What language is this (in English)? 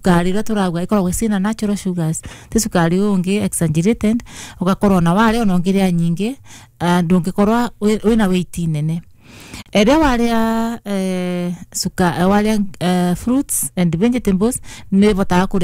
Kikuyu